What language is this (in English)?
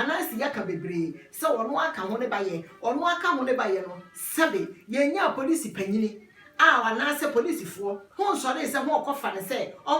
Akan